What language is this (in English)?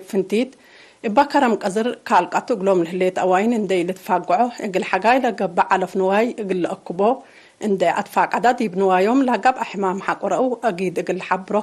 Tigre